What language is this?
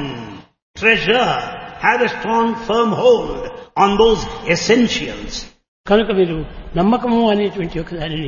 Telugu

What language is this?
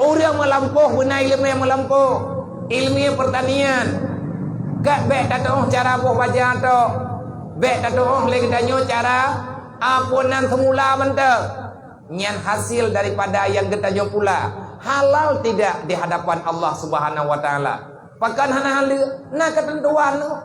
Achinese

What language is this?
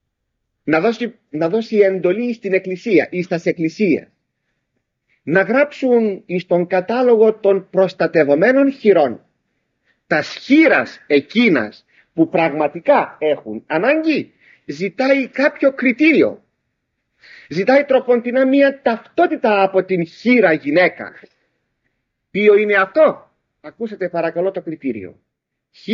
Greek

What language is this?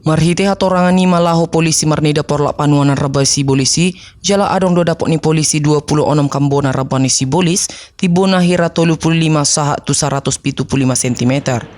Batak Toba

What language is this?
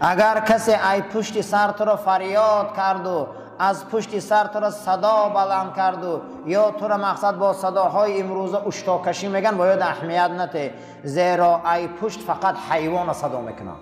Tajik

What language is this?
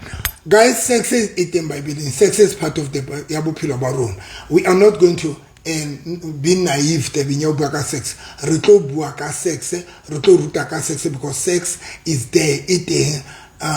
Southern Sotho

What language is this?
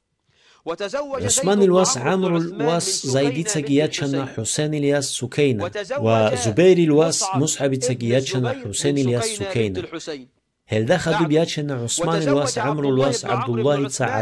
Avaric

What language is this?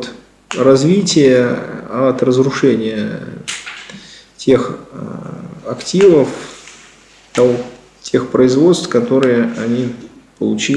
Russian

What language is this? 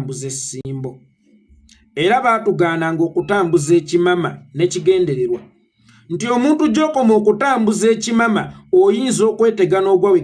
Ganda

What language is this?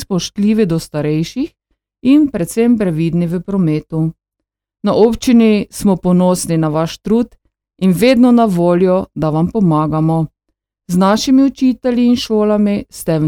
Slovenian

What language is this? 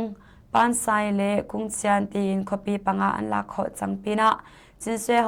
Hakha Chin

